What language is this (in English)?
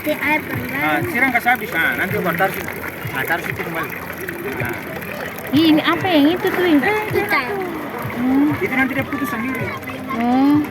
Ambonese Malay